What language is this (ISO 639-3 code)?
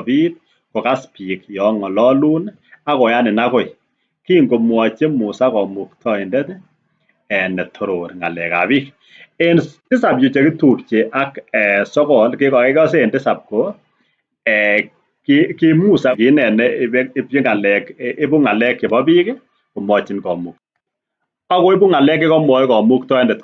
kln